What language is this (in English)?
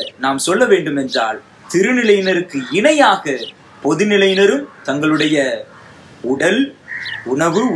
Tamil